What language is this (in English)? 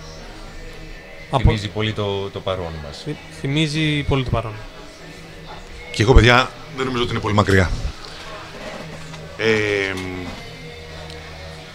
Greek